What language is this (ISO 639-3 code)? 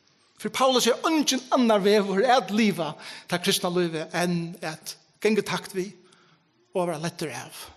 fao